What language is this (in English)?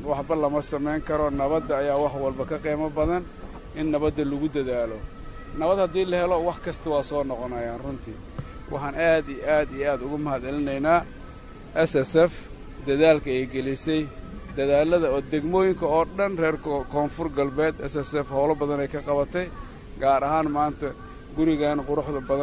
Somali